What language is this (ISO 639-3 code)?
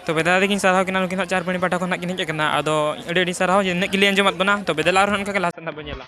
sat